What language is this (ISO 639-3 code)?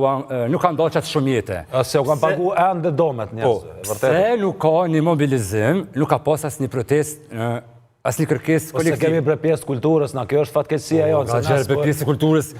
sqi